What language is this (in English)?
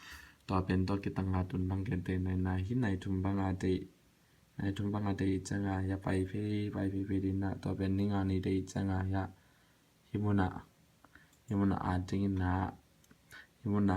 Tedim Chin